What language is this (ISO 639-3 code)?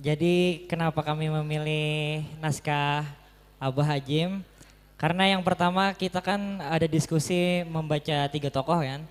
bjn